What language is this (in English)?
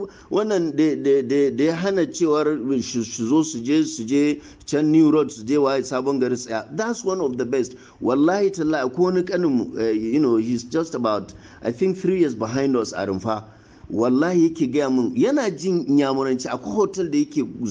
Hausa